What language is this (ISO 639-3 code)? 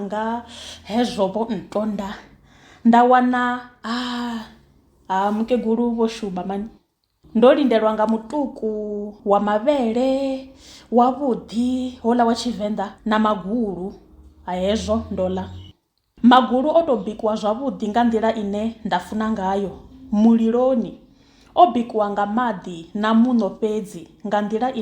ven